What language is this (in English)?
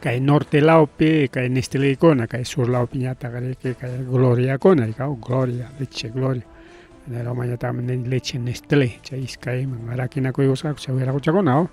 Ayacucho Quechua